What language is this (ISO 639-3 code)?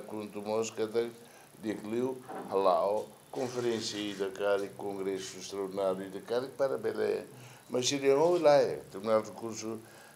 tet